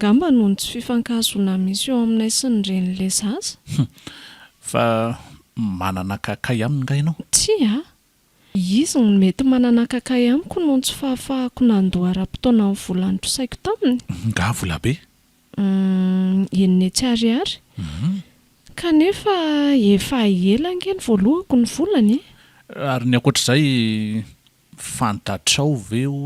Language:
Malagasy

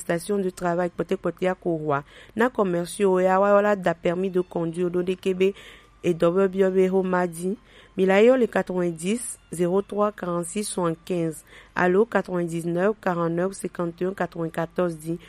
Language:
Gen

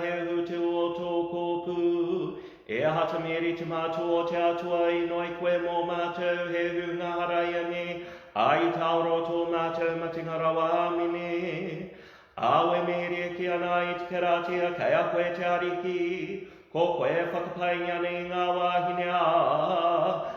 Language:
Māori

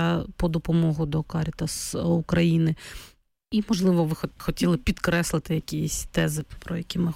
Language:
Ukrainian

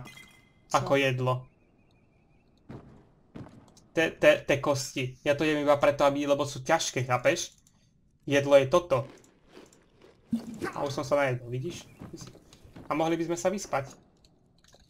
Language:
Slovak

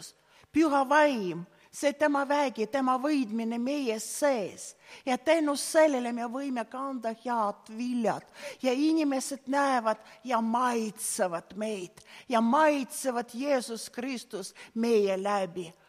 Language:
Estonian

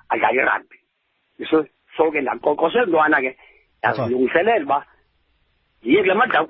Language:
Xhosa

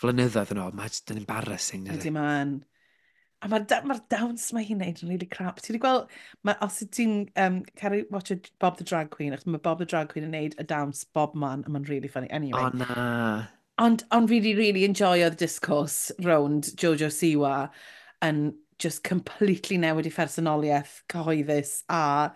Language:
Welsh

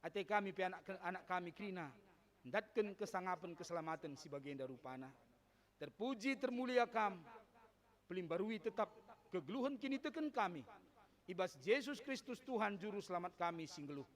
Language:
Batak Karo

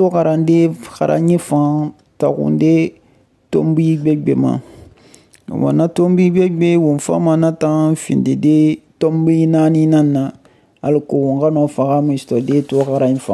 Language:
Susu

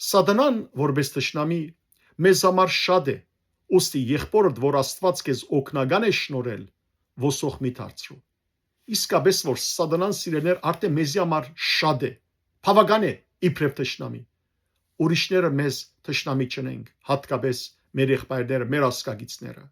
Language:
Western Armenian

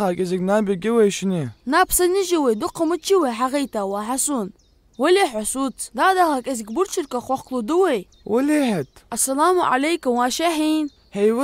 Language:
Ingush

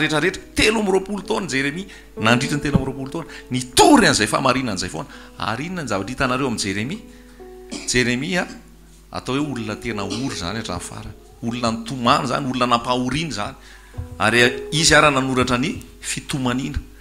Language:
Malagasy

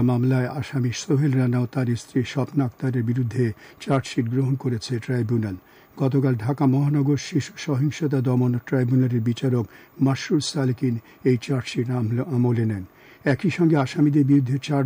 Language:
Bangla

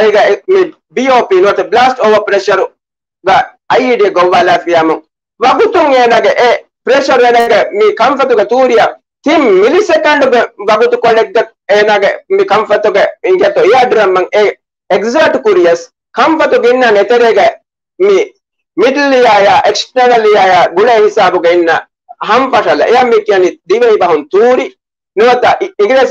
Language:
Divehi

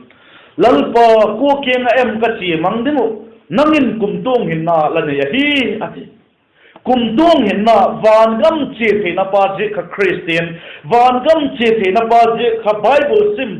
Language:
Vaiphei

